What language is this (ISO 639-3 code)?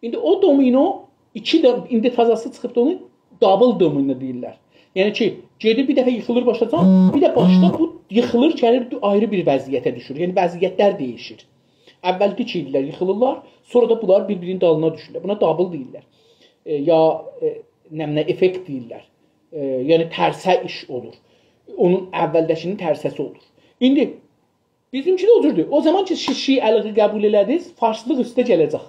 azb